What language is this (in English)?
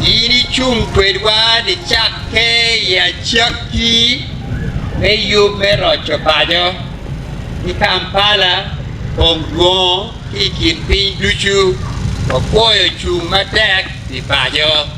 Acoli